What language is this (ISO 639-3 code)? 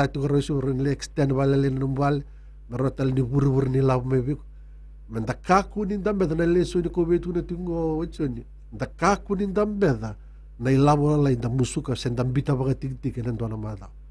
fij